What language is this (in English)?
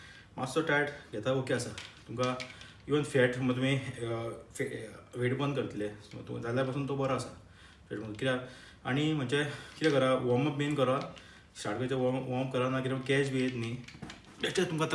Konkani